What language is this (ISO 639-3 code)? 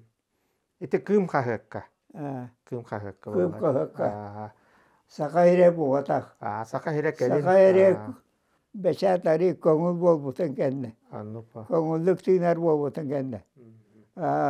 sah